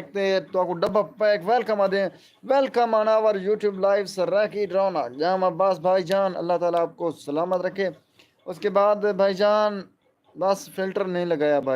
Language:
Saraiki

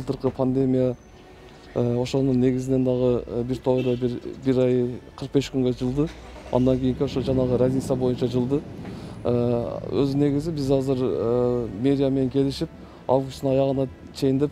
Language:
Kyrgyz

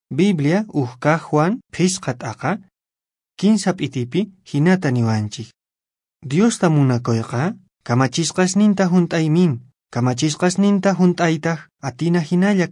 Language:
Quechua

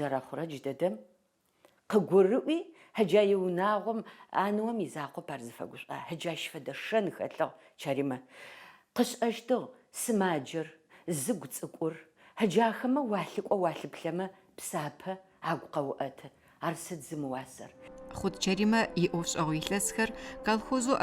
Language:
Adyghe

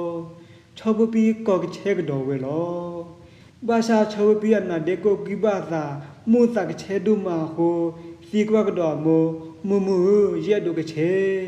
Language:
S'gaw Karen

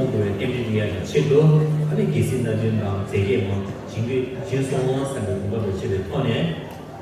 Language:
Tibetan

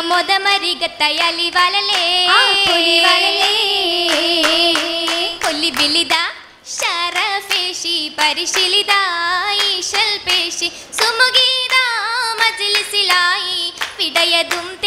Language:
Malayalam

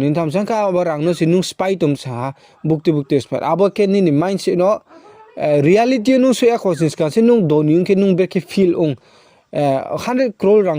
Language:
Riang (India)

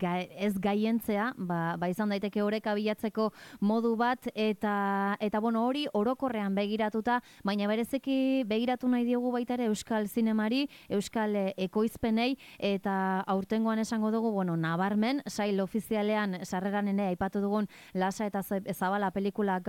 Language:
Basque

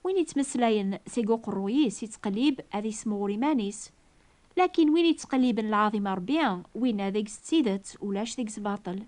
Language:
Kabyle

